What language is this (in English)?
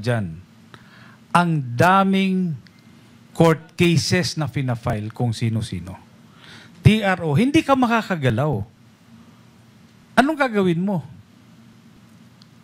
Filipino